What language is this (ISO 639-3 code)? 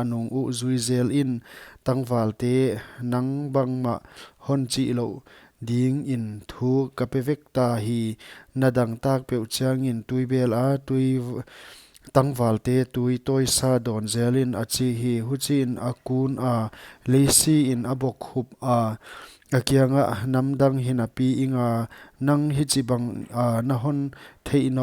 pck